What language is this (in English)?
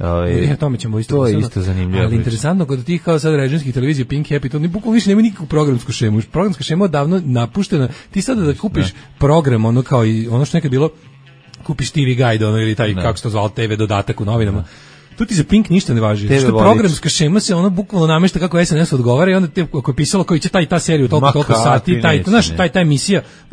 Serbian